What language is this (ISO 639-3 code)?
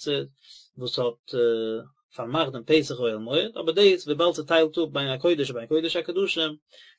yid